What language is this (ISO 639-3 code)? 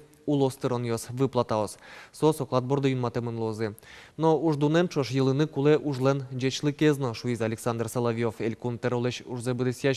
udm